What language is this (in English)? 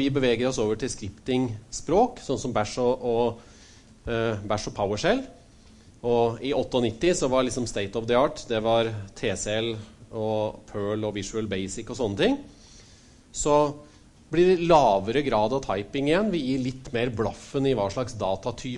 Norwegian